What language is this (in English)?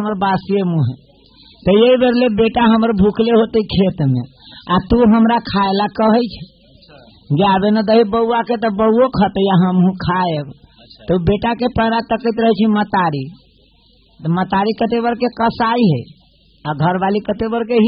Bhojpuri